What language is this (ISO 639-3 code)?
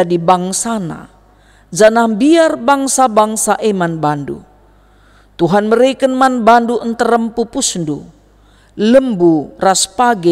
btx